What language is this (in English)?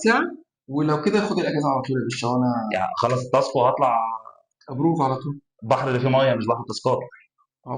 Egyptian Arabic